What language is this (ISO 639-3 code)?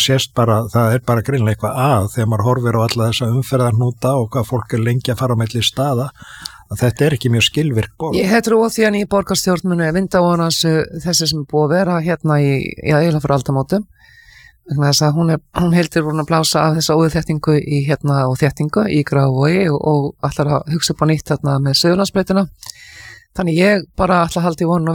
isl